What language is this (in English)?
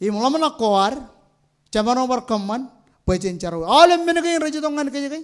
Marshallese